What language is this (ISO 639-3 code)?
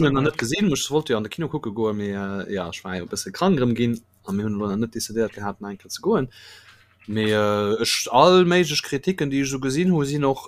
ltz